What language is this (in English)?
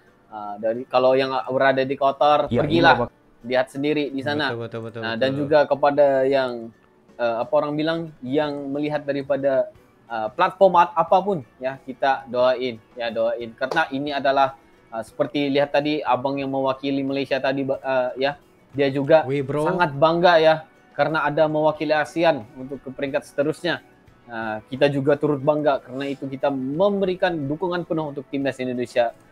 Malay